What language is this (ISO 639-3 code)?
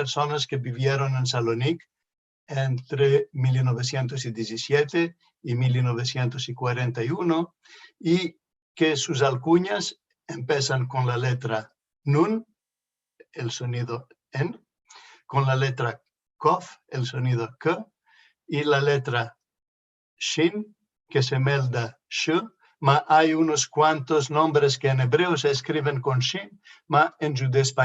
lad